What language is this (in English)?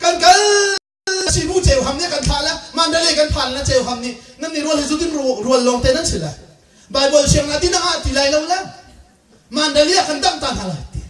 Hakha Chin